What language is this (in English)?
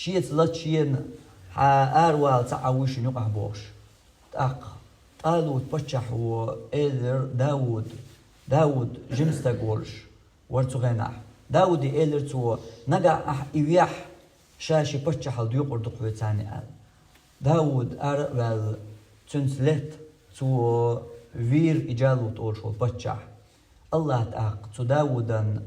Chechen